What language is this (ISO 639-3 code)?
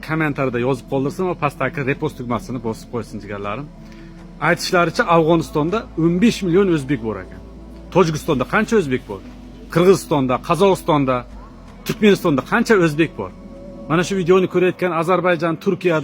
uzb